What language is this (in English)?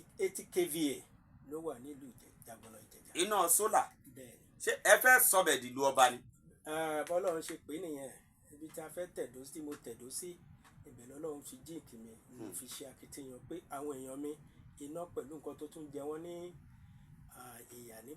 Yoruba